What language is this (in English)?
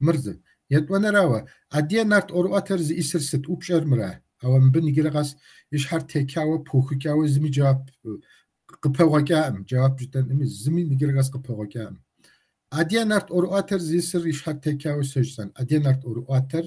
Kabardian